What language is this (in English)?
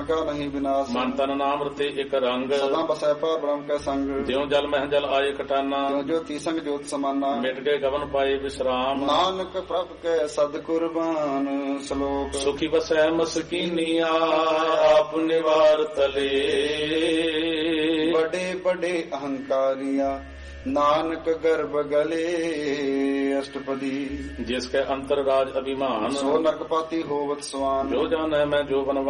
Punjabi